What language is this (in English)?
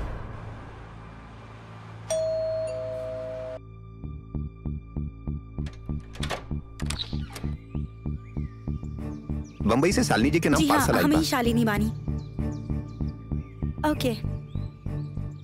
Bhojpuri